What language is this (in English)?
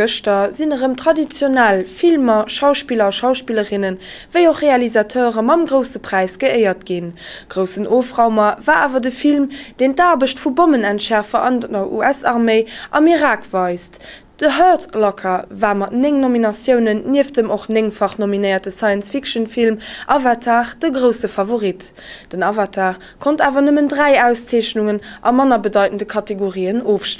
Luxembourgish